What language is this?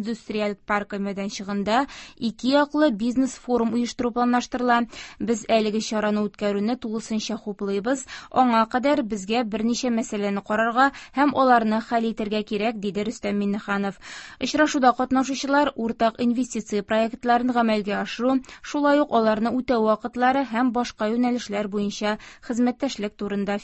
Tatar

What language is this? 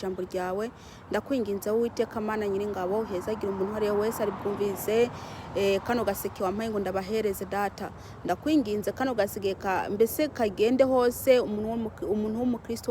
Kinyarwanda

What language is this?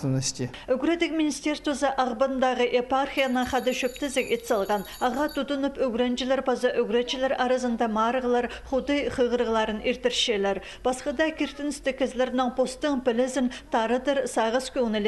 Khakas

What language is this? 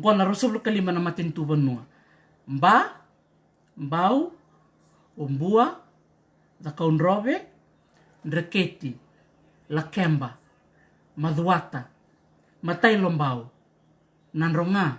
Fijian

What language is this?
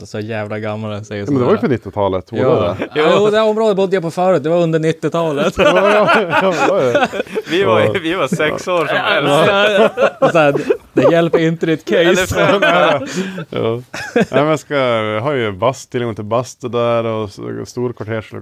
Swedish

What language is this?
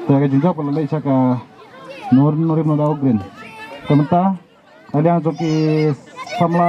Khasi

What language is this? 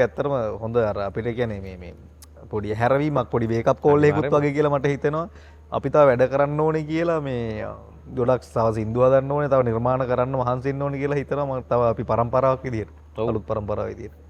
Sinhala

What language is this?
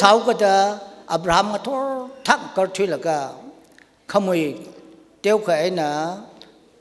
Tangkhul Naga (India)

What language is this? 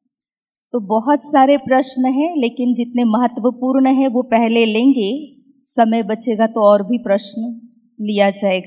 Hindi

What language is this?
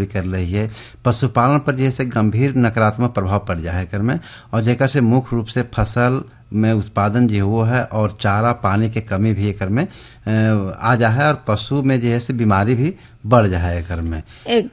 Bhojpuri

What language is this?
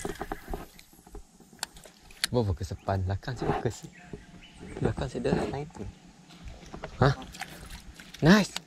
Malay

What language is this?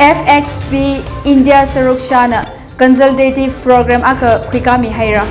Tangkhul Naga (India)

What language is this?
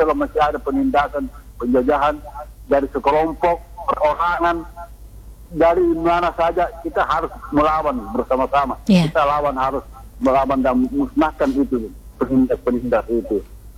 Indonesian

